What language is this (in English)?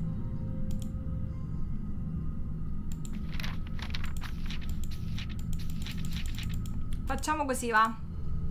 Italian